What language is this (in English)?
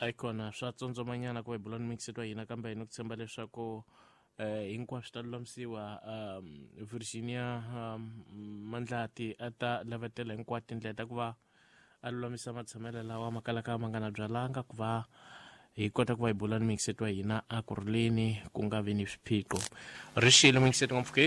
Tsonga